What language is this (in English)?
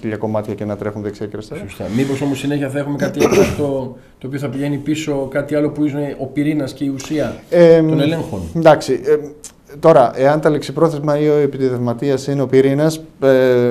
Greek